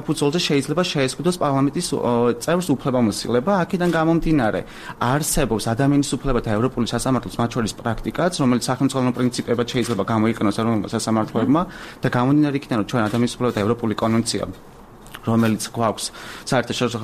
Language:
Georgian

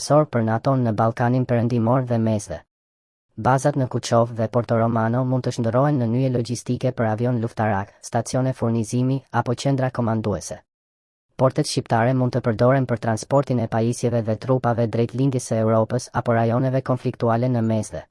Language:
Albanian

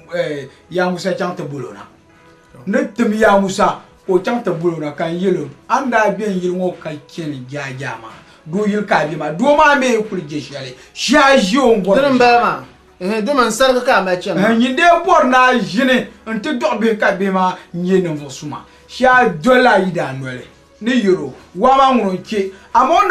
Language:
Dagbani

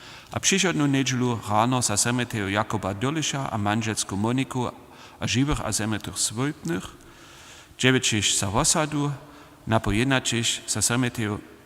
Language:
Upper Sorbian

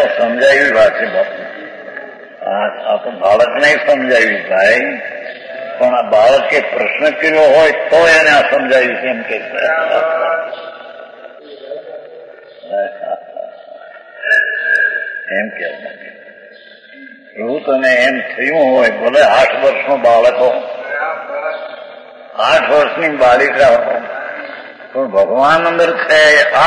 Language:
Gujarati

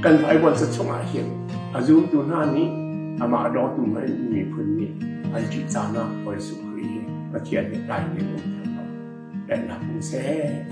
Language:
Hakha Chin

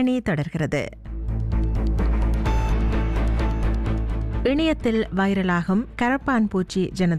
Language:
Tamil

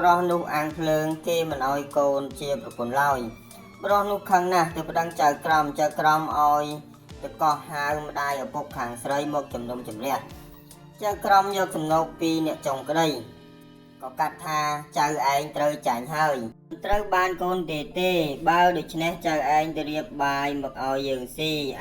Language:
Khmer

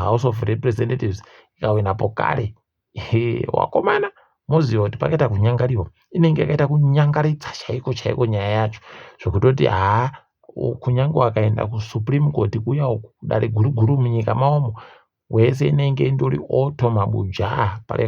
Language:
Ndau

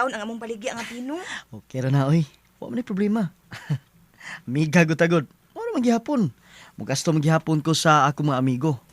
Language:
Cebuano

